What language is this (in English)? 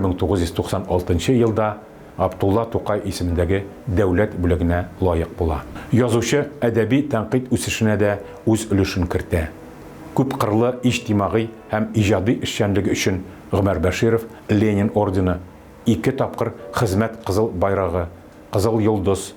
Tatar